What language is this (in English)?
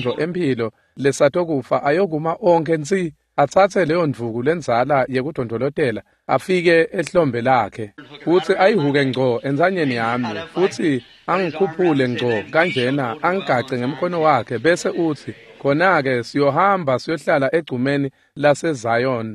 Swati